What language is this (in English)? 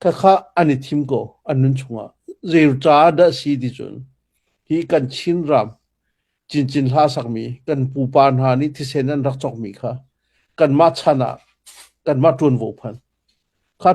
Hakha Chin